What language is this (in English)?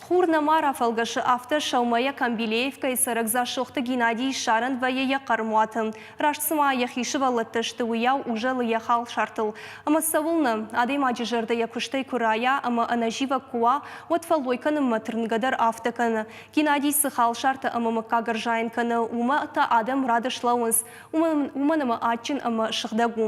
Ossetic